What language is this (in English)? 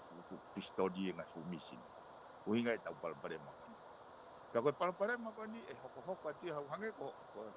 Tongan